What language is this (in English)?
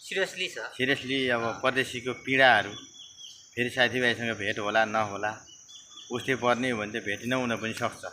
Nepali